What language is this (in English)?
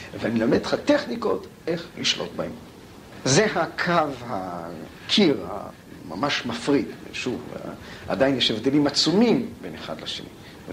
Hebrew